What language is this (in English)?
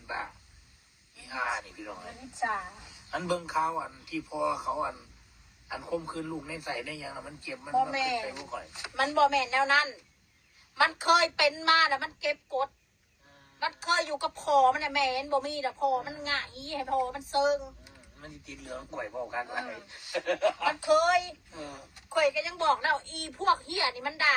Northeastern Thai